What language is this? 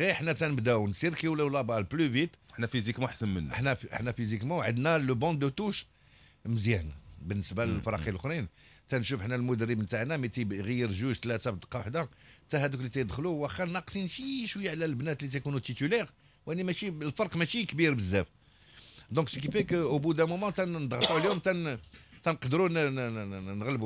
Moroccan Arabic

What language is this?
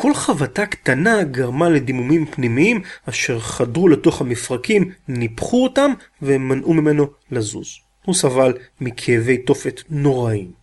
Hebrew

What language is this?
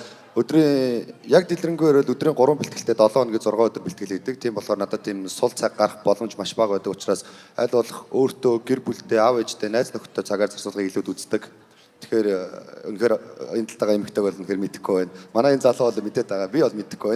Mongolian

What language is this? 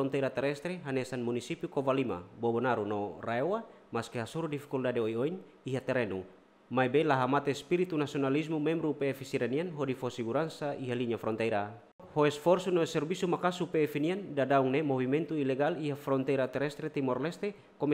Tetum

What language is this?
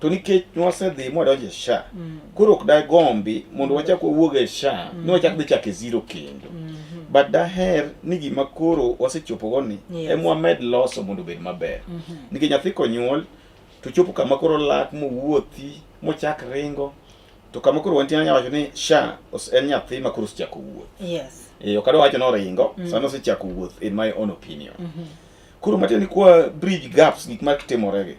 Luo (Kenya and Tanzania)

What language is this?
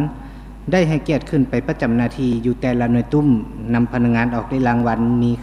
Lao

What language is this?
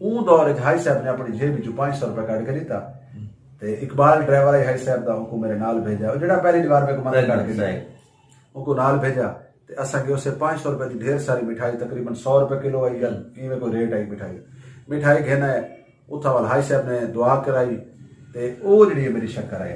Saraiki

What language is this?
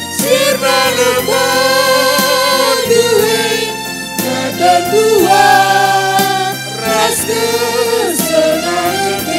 Batak Karo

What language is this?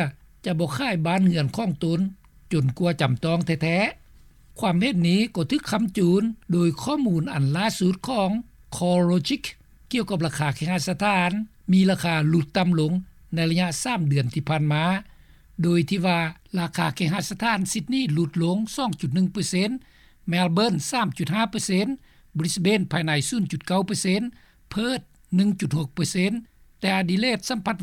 Lao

